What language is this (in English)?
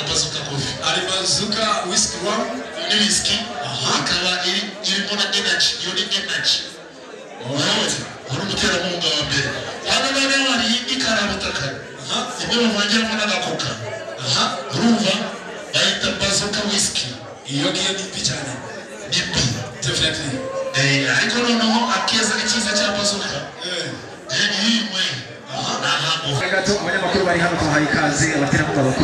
Kinyarwanda